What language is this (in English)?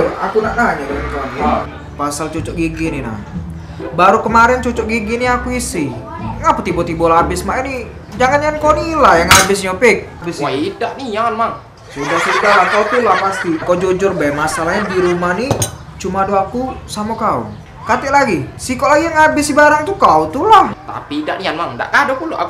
Musi